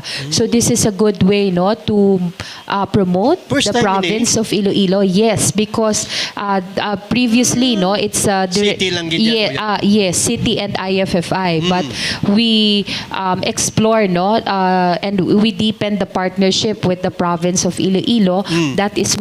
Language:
Hiligaynon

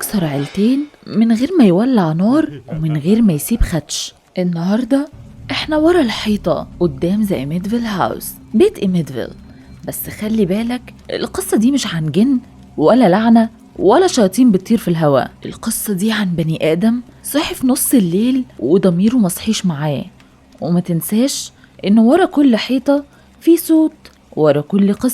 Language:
Egyptian Arabic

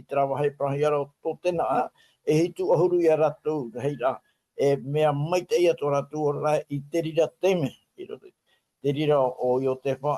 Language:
Tahitian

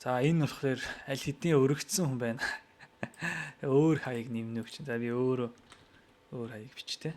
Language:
Mongolian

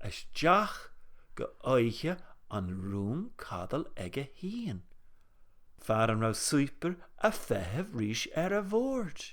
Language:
Scottish Gaelic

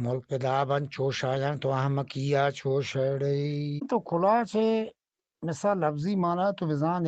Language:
Eastern Balochi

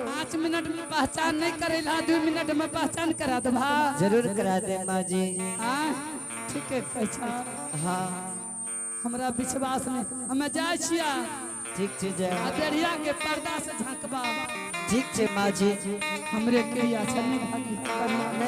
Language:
Angika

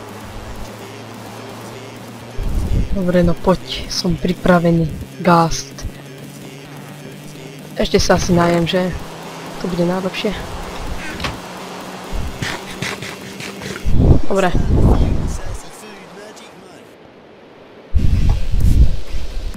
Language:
Slovak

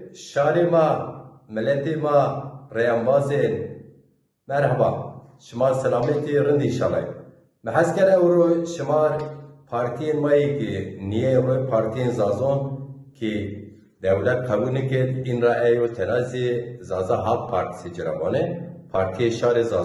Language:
Zaza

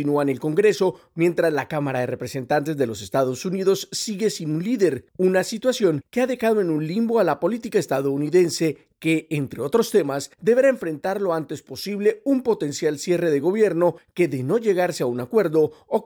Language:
Spanish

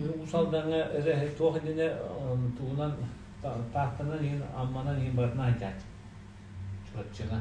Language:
Yakut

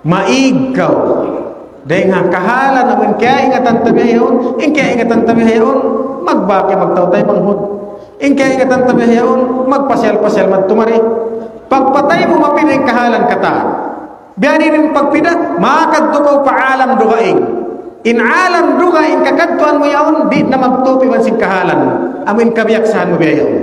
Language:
Tausug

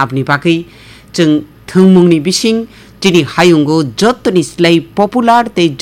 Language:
Kok Borok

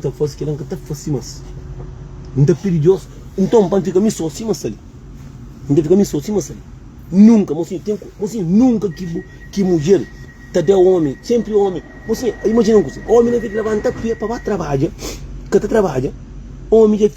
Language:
Kabuverdianu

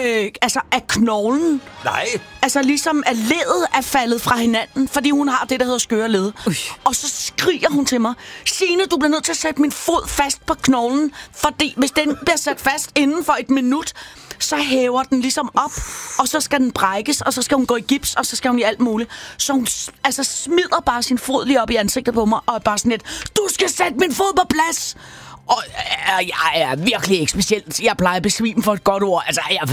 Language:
Danish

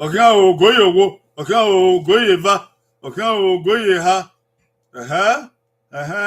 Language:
Bini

